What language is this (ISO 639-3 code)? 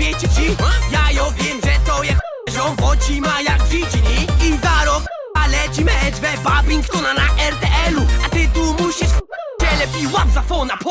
szl